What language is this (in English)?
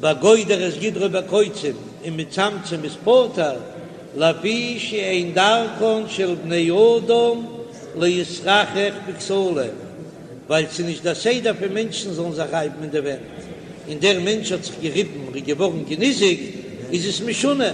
Yiddish